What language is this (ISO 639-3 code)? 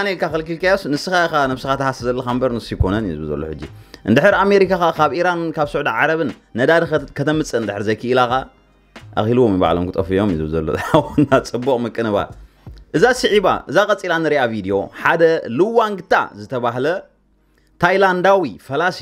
tir